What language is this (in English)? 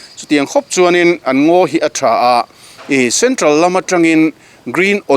Mizo